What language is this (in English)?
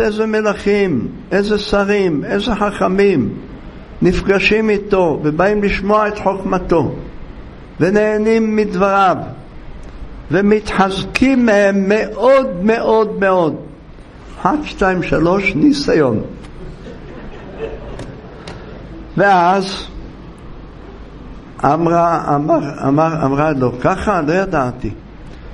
Hebrew